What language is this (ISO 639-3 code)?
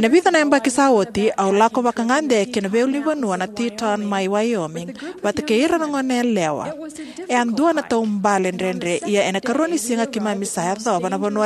fij